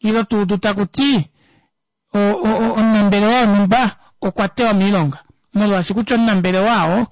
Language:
Kuanyama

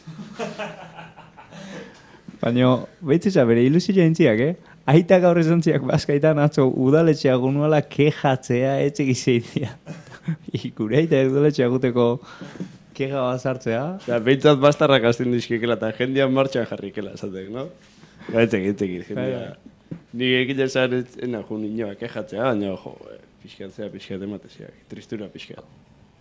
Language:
Basque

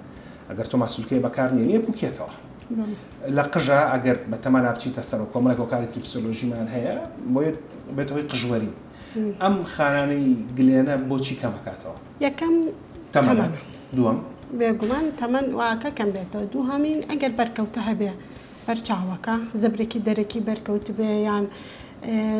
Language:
Central Kurdish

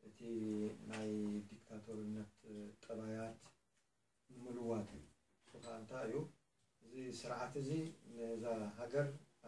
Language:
Tigrinya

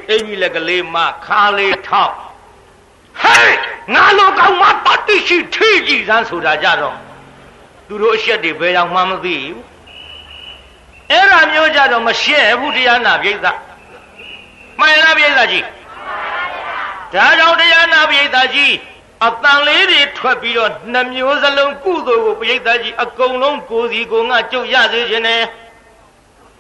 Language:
Burmese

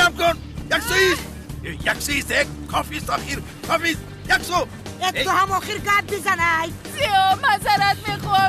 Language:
Tajik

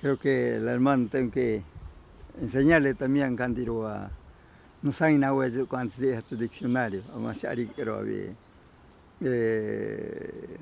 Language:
Ashéninka Perené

